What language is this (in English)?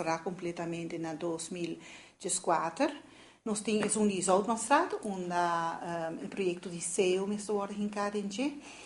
Papiamento